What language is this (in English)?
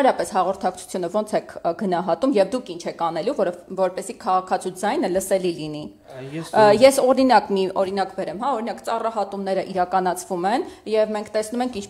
Armenian